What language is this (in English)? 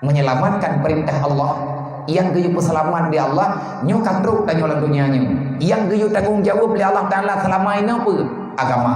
Achinese